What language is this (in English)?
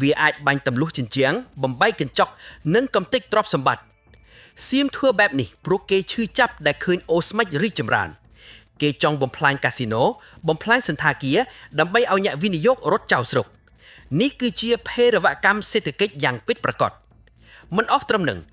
Khmer